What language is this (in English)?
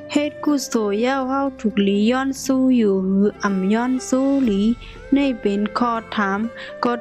Shan